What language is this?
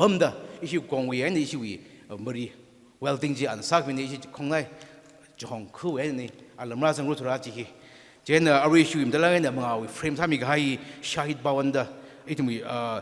Tangkhul Naga (India)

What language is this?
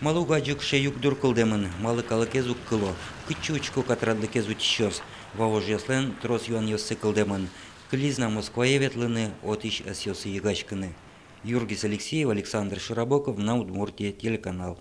Udmurt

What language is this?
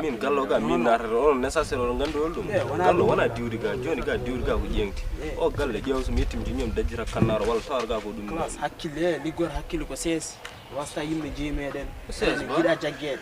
Fula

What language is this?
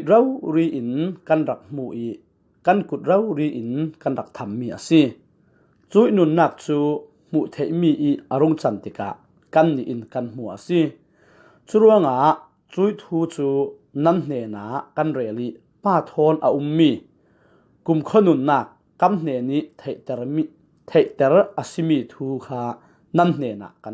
Falam Chin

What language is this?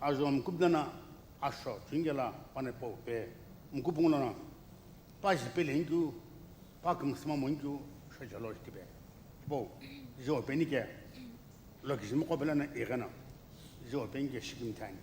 Sumi Naga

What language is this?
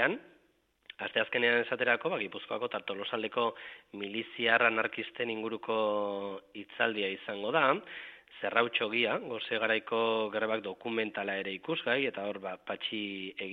Basque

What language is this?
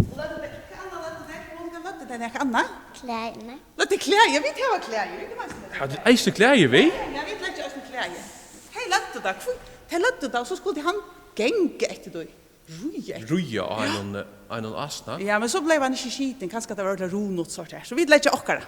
Faroese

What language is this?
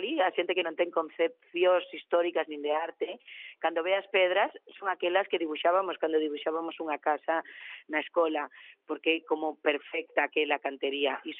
Galician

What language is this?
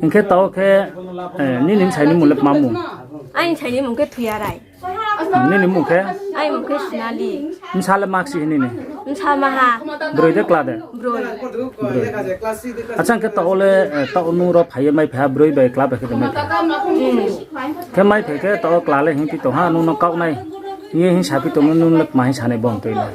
Riang (India)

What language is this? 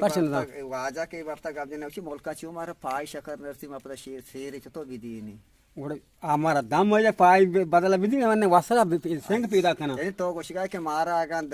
Eastern Balochi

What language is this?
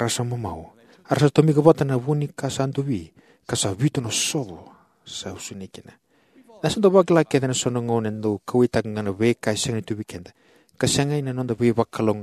Fijian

